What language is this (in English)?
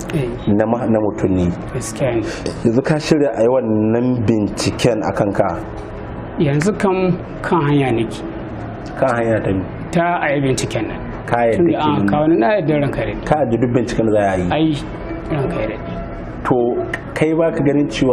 Hausa